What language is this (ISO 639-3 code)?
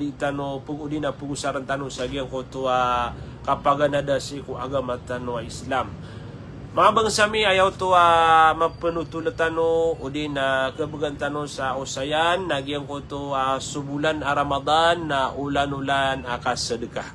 mrw